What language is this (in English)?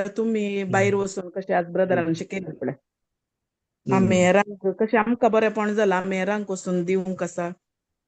Konkani